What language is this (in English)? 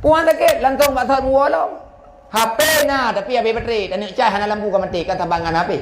Achinese